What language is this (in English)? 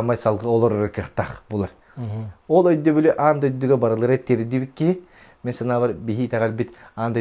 Yakut